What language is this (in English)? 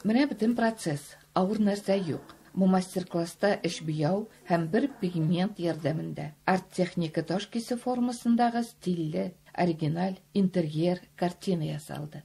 Tatar